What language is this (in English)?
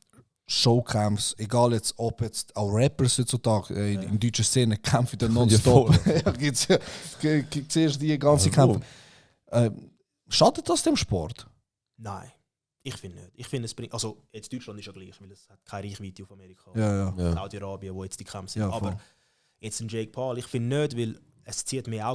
Swiss German